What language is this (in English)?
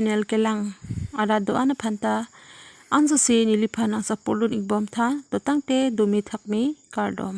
Karbi